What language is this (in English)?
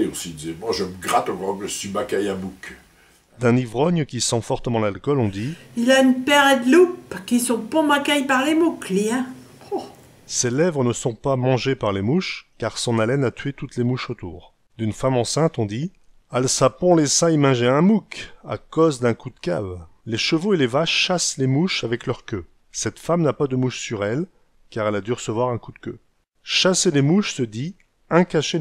Picard